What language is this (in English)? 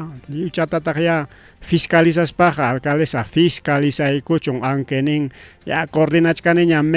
Ayacucho Quechua